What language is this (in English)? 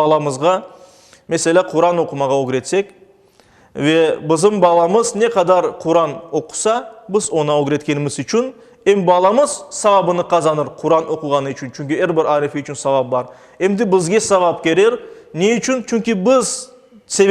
Crimean Tatar